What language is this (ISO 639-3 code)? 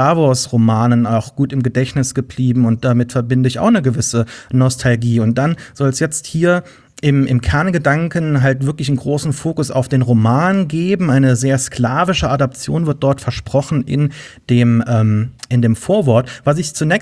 deu